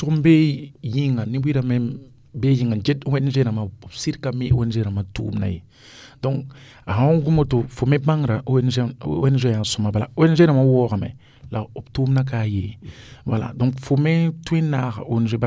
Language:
Mossi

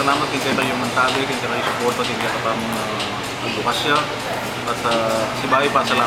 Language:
Pampanga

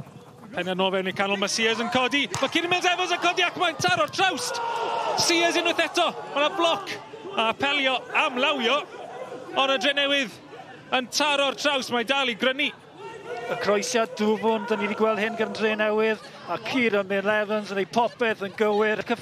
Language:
Welsh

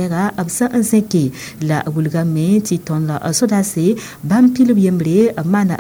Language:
Mossi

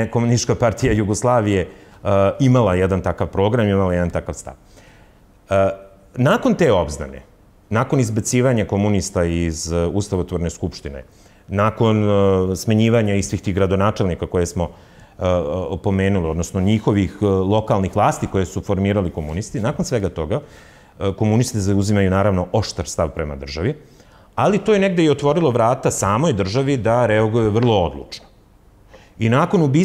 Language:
Serbian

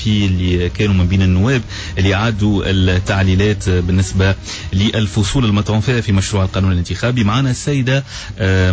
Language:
Tunisian Arabic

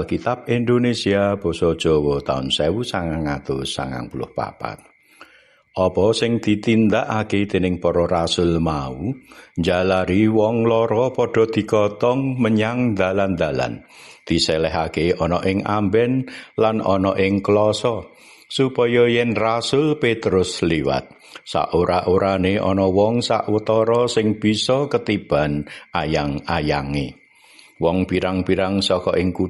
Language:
Javanese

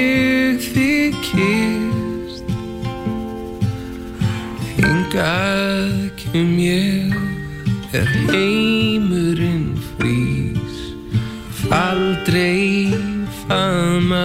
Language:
Icelandic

